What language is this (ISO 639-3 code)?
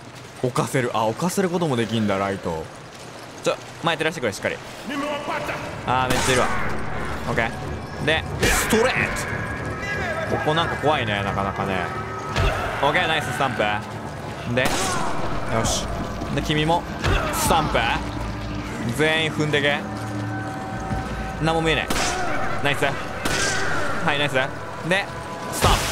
jpn